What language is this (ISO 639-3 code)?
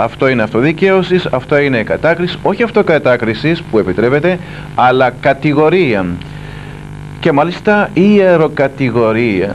ell